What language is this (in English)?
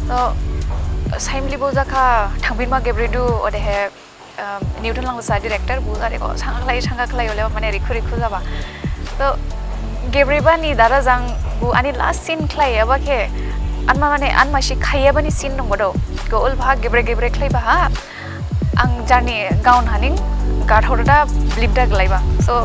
Dimasa